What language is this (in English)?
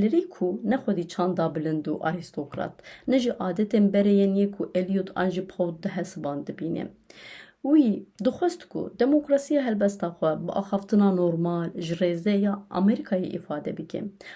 Kurdish